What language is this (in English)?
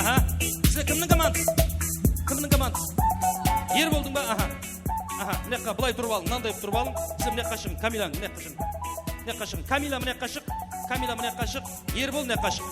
Kara-Kalpak